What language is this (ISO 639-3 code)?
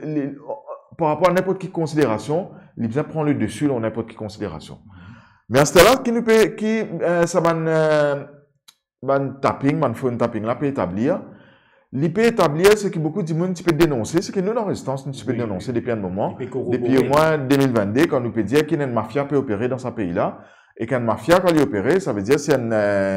mfe